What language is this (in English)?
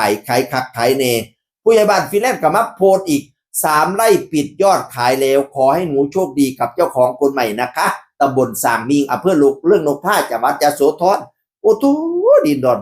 Northeastern Thai